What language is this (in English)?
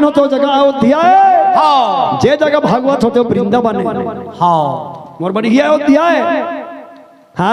Chhattisgarhi